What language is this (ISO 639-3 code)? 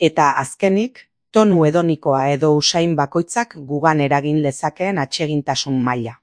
eus